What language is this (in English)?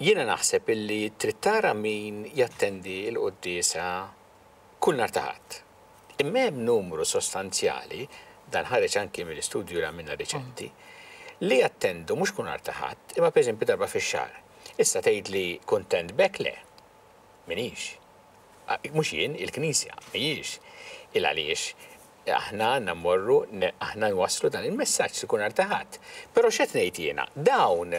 Maltese